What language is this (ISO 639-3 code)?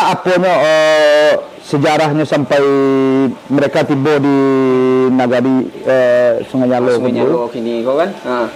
min